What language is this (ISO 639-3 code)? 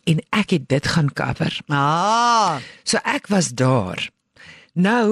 afr